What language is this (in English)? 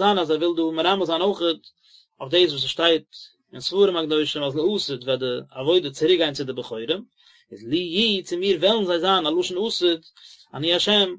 Yiddish